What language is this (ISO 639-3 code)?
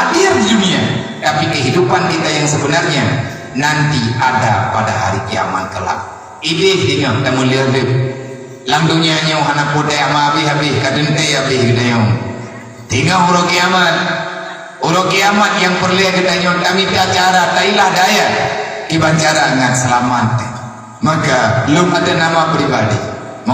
ace